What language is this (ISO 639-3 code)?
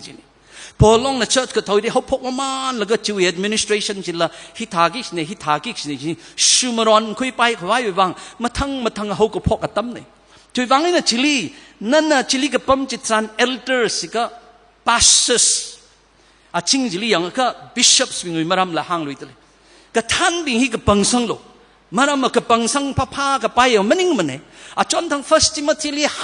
nmf